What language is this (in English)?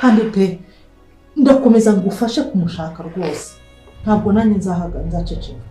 Kinyarwanda